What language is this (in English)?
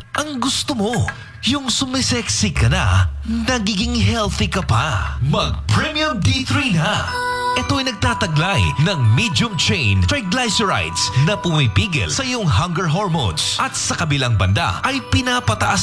Filipino